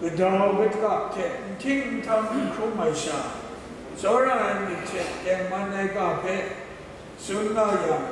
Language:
Kachin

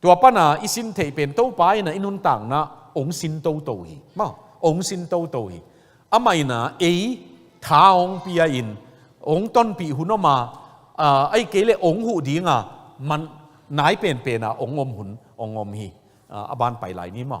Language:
Tedim Chin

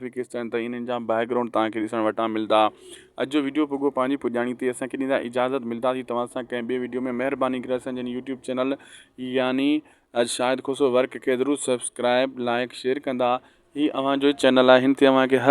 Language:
Sindhi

